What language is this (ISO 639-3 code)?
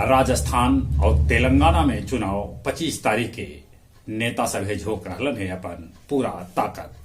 mag